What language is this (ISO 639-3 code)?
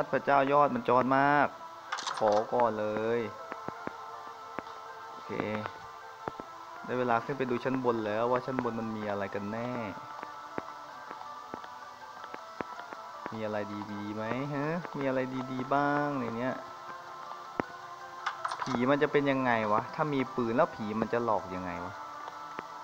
tha